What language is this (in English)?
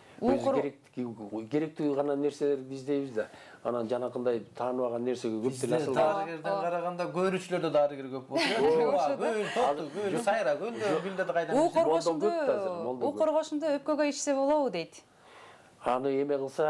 Kyrgyz